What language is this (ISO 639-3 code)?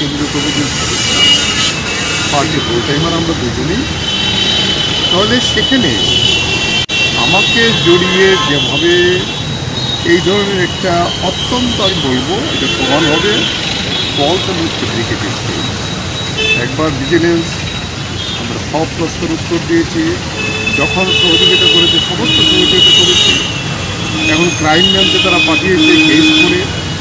ben